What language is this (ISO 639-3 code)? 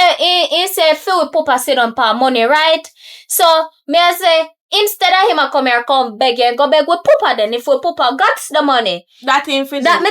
jam